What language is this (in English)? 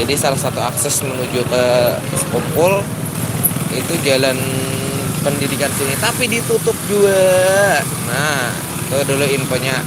Banjar